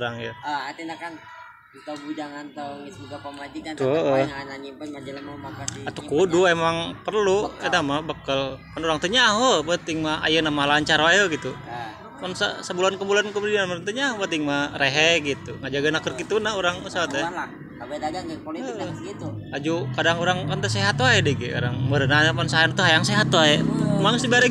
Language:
Sundanese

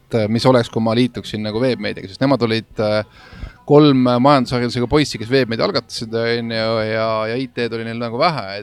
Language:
Estonian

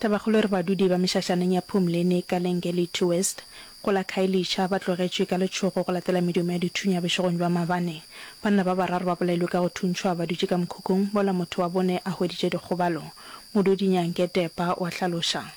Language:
Northern Sotho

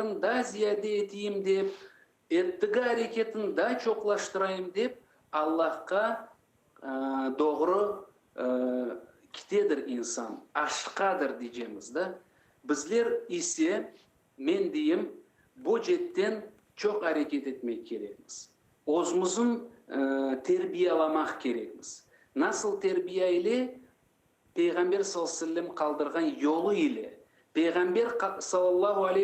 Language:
Crimean Tatar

